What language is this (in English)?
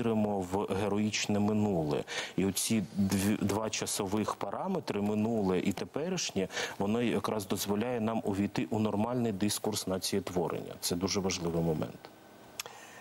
Ukrainian